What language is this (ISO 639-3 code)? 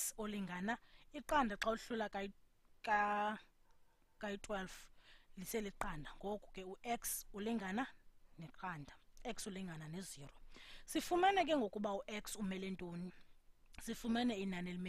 xho